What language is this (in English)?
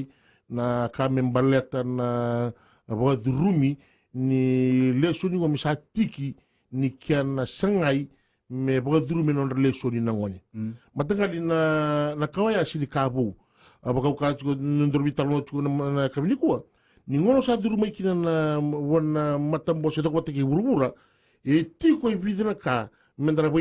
Fijian